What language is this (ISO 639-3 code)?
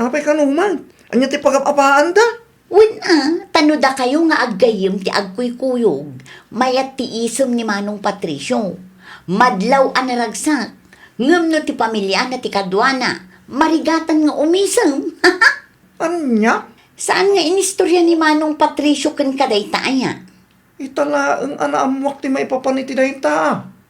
ilo